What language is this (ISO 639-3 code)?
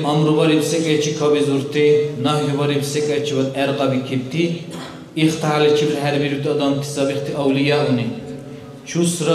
dar